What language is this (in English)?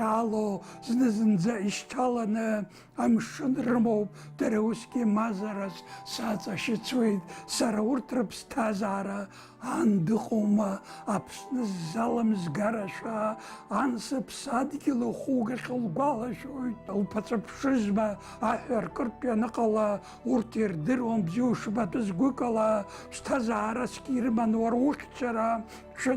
Abkhazian